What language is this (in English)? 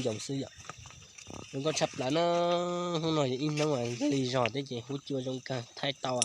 Hmong